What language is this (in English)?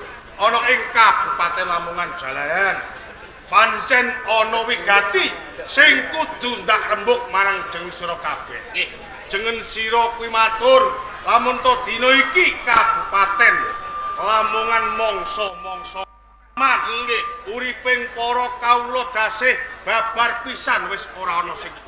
Javanese